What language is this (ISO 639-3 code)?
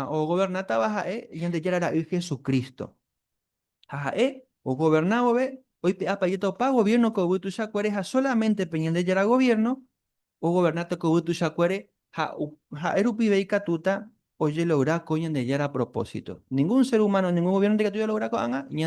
grn